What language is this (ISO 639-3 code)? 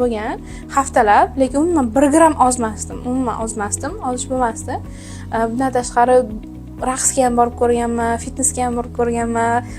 uzb